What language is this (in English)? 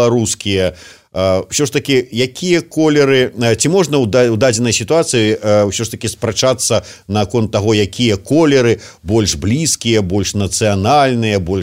Belarusian